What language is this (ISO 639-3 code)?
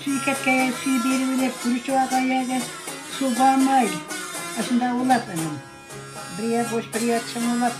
uig